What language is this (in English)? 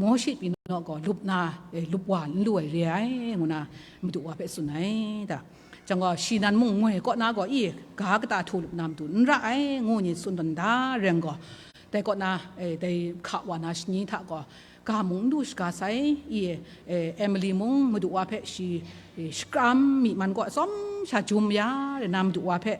Kachin